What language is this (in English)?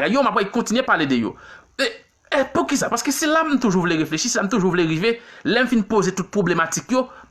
Haitian Creole